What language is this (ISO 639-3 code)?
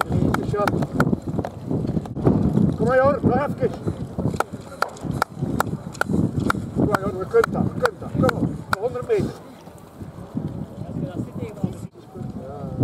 nld